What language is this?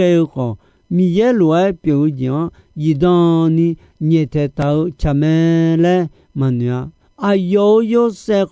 Akha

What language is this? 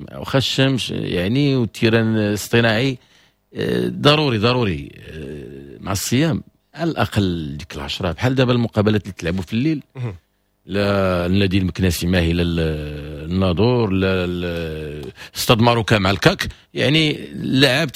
Moroccan Arabic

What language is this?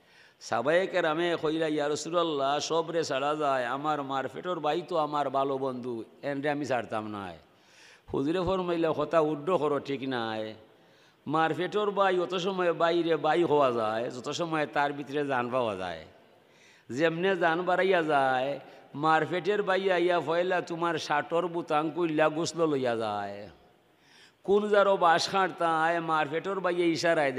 Sylheti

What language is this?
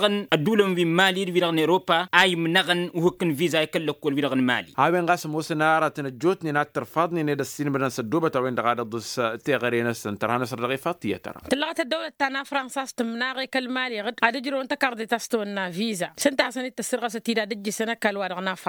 Tamasheq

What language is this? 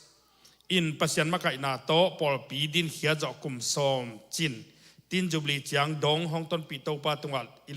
Tedim Chin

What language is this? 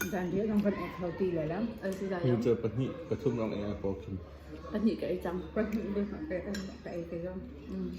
Hakha Chin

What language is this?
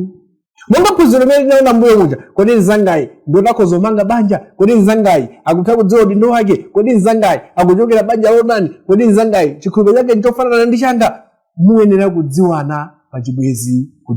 Nyanja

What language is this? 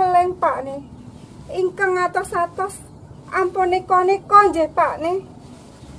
Javanese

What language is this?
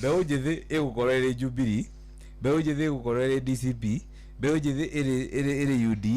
Kikuyu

